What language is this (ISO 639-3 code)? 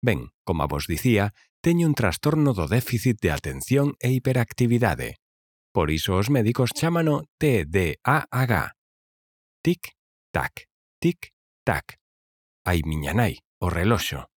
glg